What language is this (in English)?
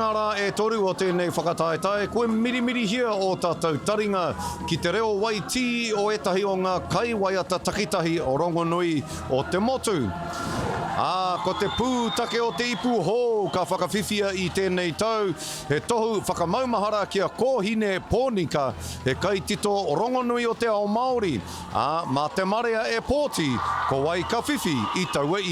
Māori